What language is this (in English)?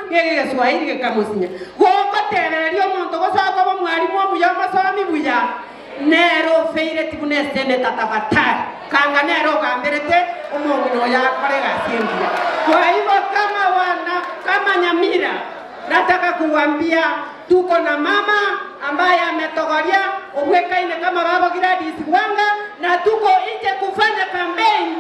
Gusii